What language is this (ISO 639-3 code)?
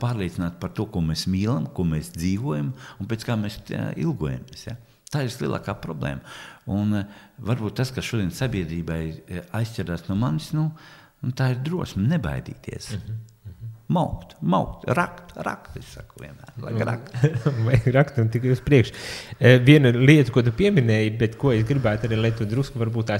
lav